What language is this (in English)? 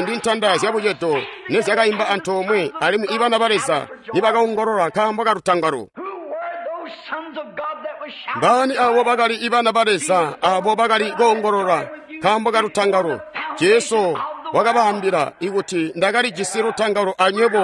Tonga (Zambia)